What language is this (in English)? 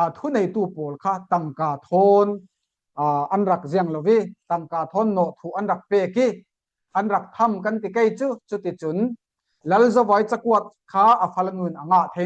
Falam Chin